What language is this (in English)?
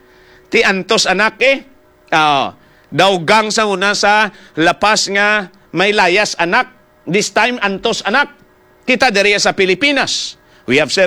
Hiligaynon